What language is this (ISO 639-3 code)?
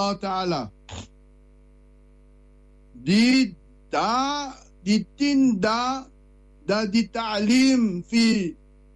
afr